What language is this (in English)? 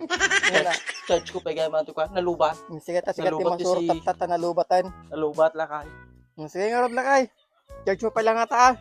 Iloko